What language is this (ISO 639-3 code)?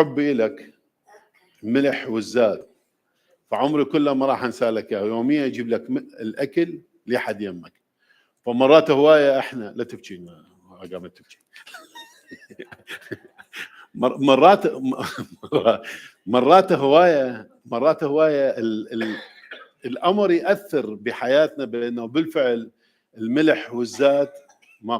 acm